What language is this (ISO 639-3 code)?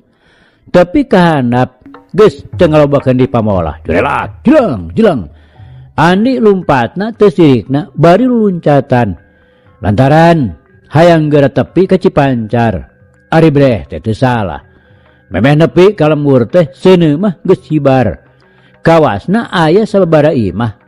sun